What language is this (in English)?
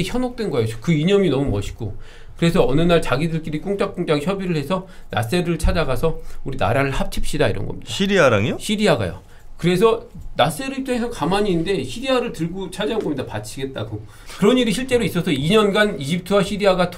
Korean